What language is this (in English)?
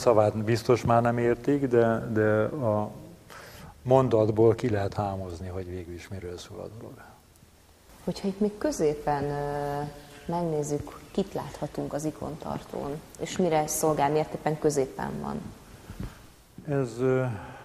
Hungarian